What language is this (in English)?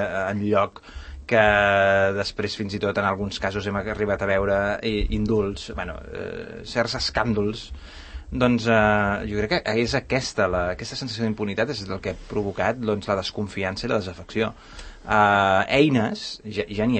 Catalan